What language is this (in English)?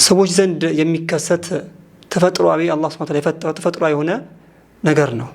Amharic